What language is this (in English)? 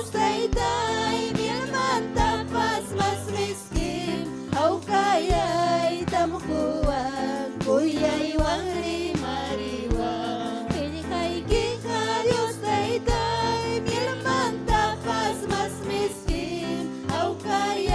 Ayacucho Quechua